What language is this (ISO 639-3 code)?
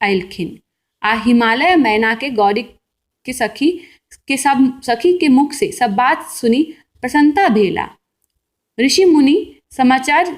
mai